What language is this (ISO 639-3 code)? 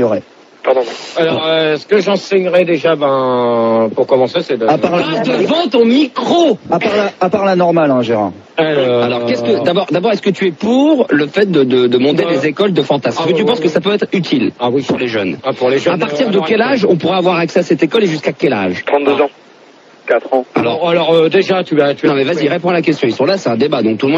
fra